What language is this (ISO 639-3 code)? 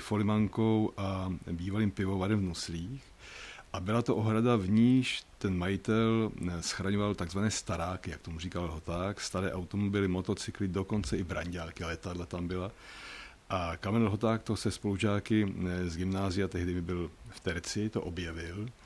ces